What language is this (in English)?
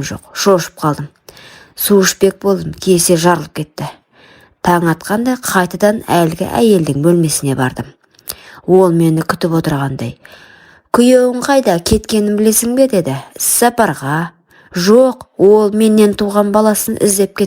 Kazakh